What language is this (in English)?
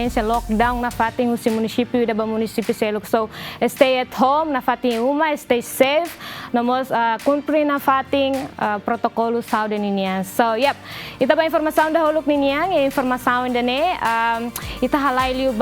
Tetum